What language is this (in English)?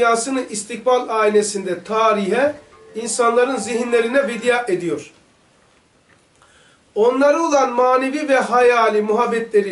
Turkish